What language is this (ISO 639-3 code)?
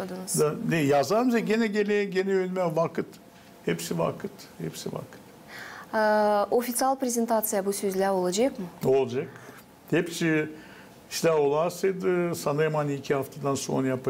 gag